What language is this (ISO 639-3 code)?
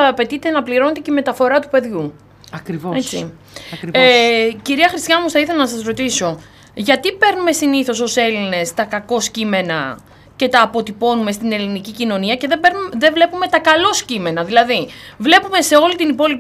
ell